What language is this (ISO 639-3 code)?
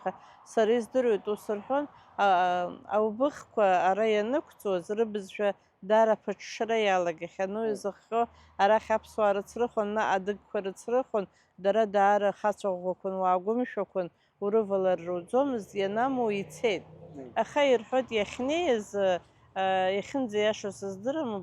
abk